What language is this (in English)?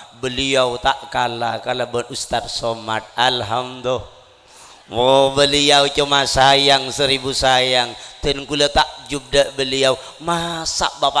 Madurese